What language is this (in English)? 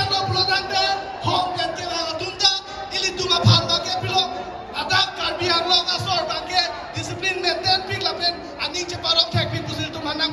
Karbi